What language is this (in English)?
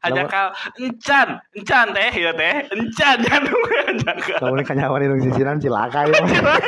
Sundanese